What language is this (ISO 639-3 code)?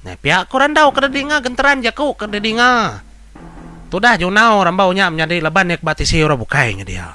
iba